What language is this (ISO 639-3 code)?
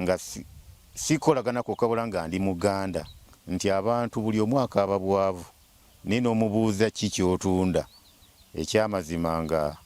lug